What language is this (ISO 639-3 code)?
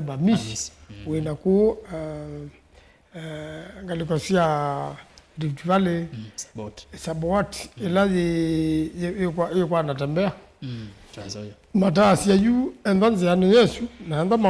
kam